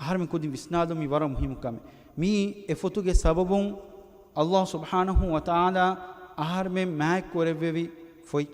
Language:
Divehi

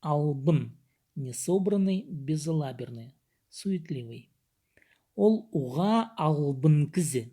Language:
Khakas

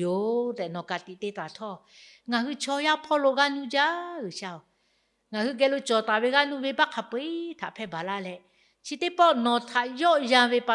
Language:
Lahu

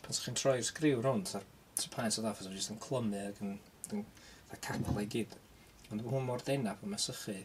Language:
Welsh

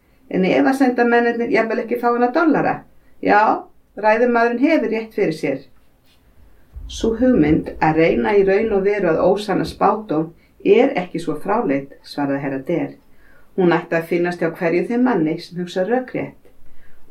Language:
Icelandic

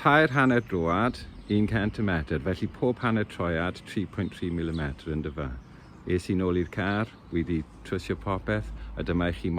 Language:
Welsh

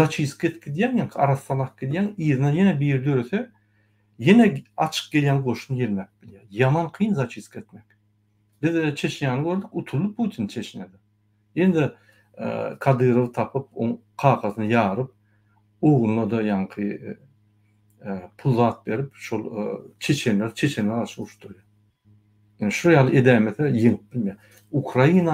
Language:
Turkmen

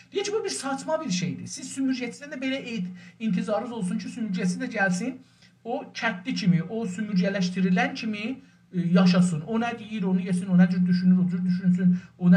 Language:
South Azerbaijani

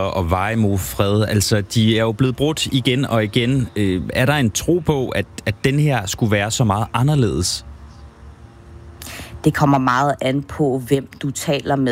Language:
Danish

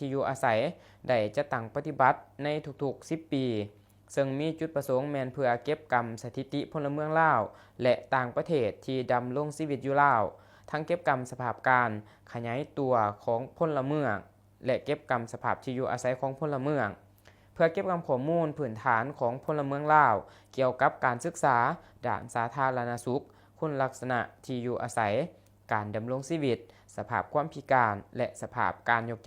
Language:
Lao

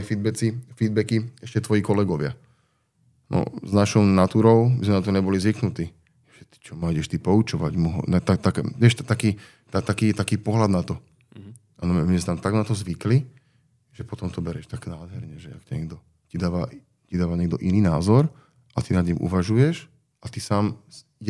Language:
Slovak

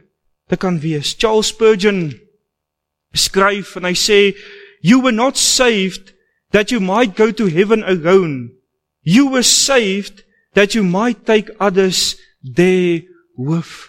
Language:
Afrikaans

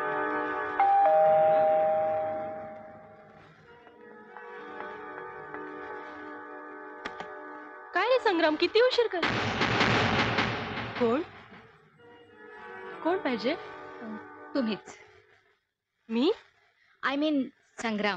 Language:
Marathi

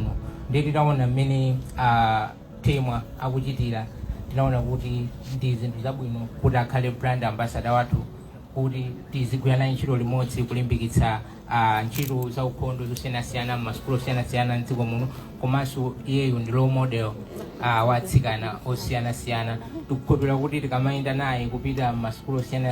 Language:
Nyanja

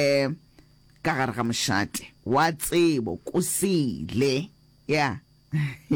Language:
Northern Sotho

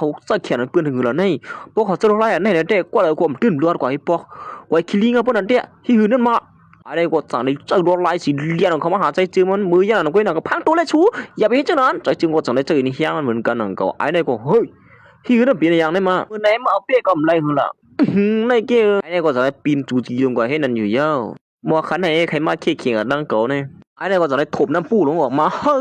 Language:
Shan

